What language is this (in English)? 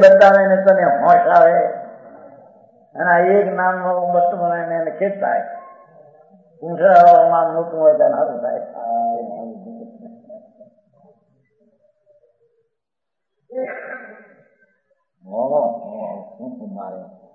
Gujarati